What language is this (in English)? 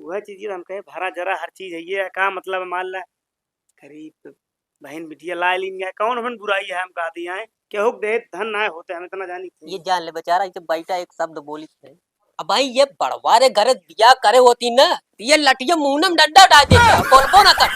Awadhi